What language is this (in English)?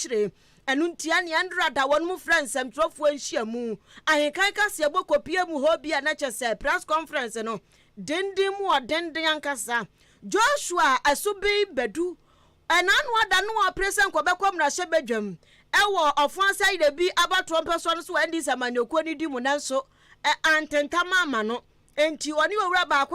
Akan